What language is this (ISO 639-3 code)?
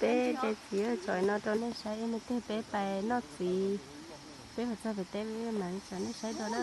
hmn